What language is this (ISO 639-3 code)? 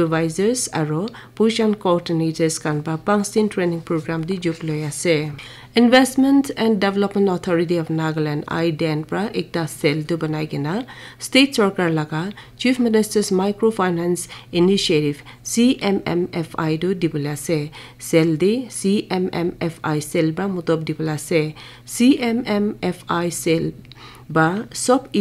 nag